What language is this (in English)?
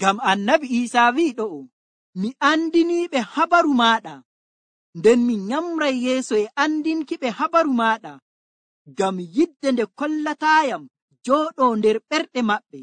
Nigerian Fulfulde